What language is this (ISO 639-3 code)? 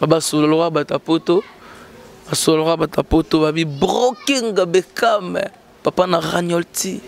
lin